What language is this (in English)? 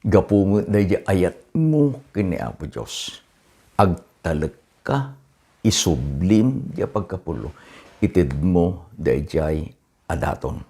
Iloko